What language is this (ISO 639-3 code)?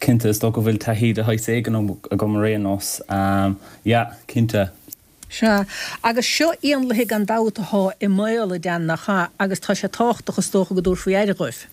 gle